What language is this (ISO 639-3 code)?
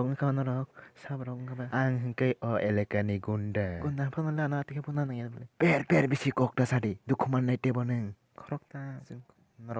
trp